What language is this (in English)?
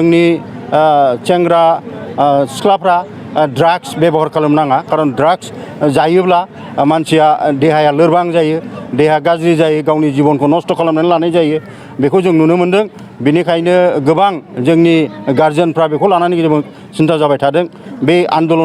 Bodo